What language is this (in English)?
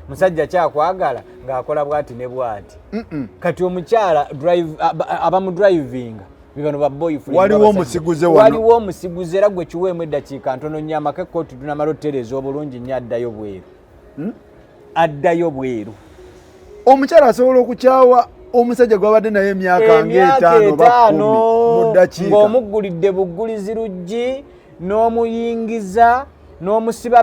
Ganda